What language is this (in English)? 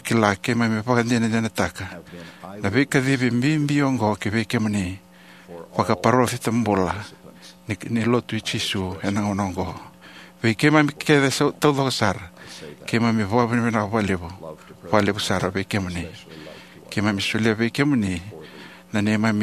Fijian